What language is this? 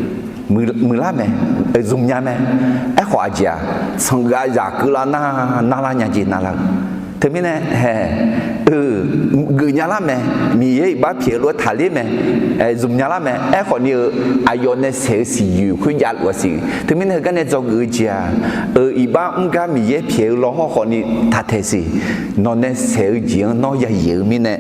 Akha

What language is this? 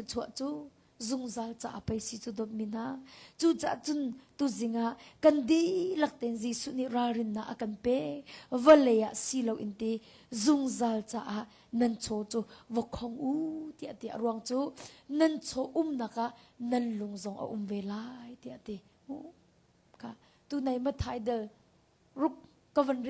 Hakha Chin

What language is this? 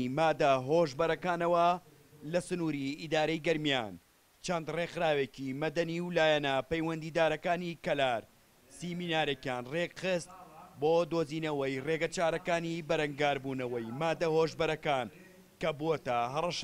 Central Kurdish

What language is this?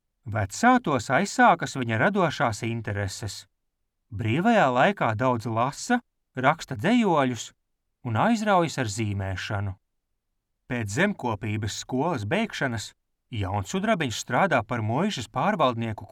Latvian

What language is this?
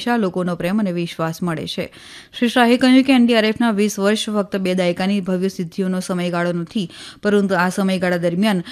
Gujarati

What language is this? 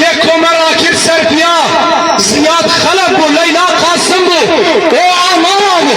Kurdish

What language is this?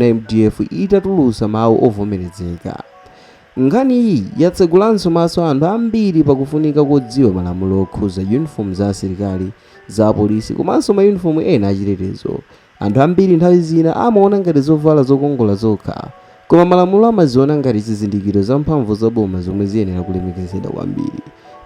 Nyanja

